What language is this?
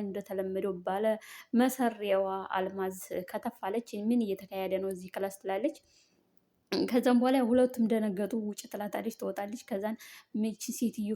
Amharic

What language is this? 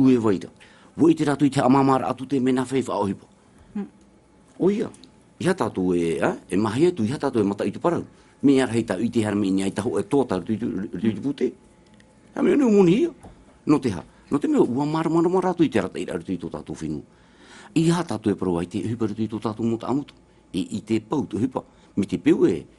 Tahitian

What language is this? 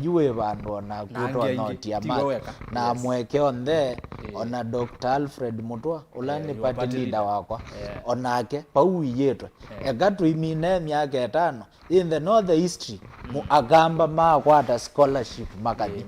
Kamba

